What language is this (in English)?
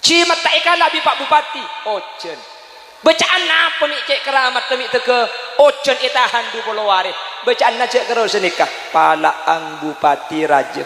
Madurese